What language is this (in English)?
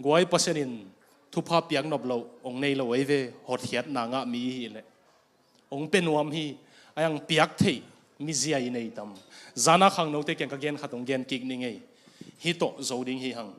Tedim Chin